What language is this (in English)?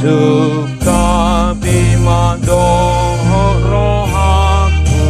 Batak Toba